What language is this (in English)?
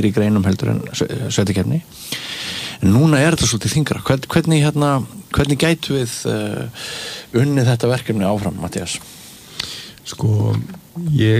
Icelandic